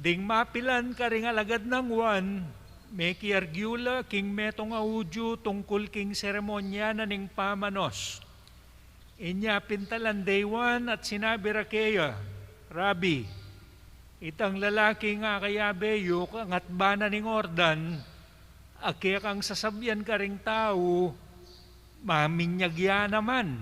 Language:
Pampanga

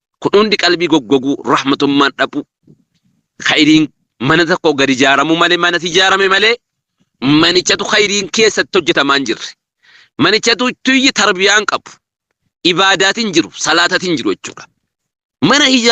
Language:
Oromo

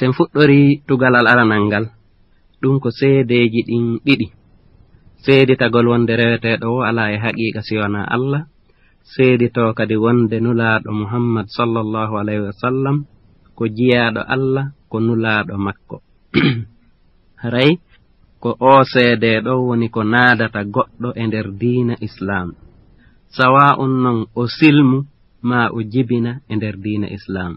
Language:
Fula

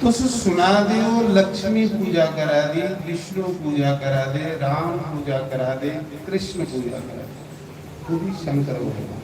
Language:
Dogri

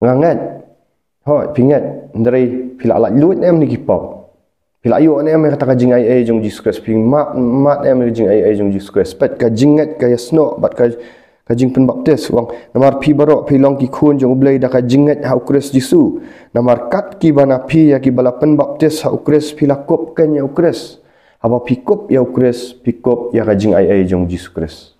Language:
Khasi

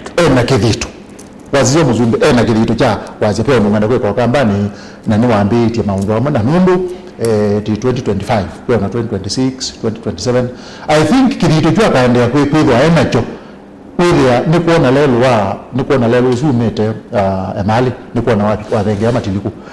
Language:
Kamba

